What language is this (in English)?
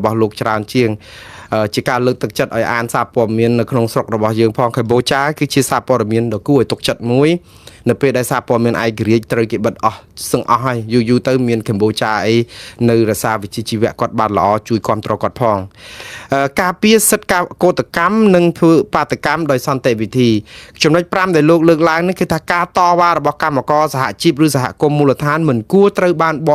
Khmer